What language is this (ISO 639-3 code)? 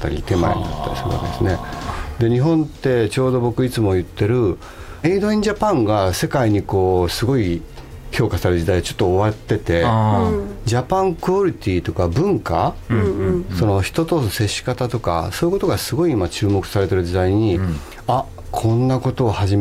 jpn